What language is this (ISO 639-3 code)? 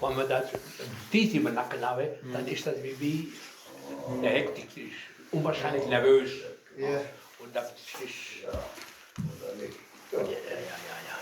wep